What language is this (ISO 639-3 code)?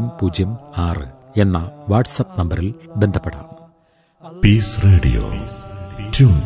mal